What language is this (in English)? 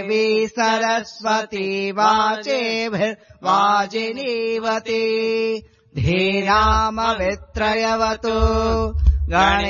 Sanskrit